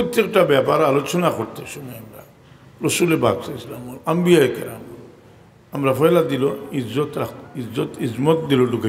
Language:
Sylheti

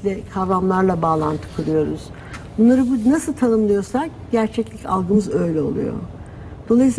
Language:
Turkish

